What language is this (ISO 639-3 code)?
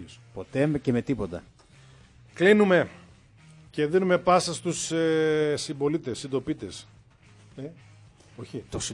ell